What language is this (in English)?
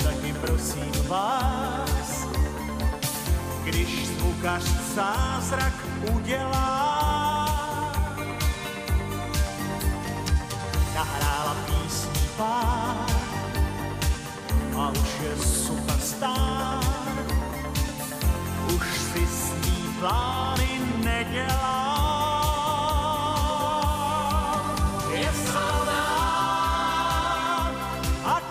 Czech